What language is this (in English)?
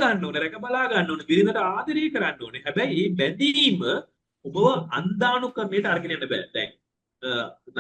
Sinhala